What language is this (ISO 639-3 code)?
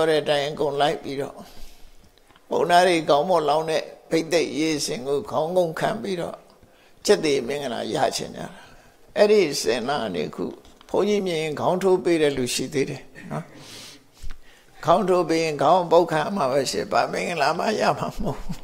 mya